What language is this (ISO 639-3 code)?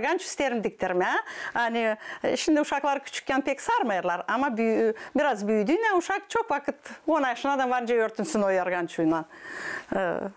gag